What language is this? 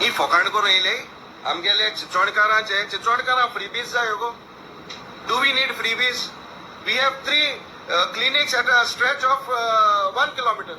Konkani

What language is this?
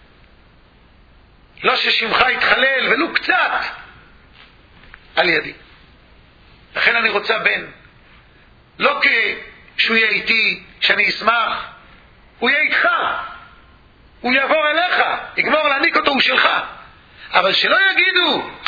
Hebrew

